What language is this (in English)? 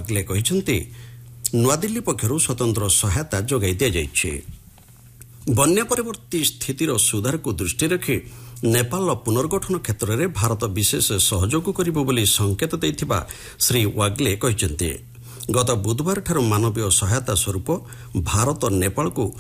Odia